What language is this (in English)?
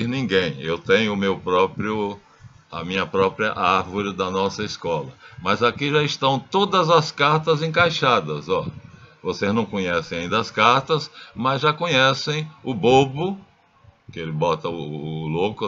Portuguese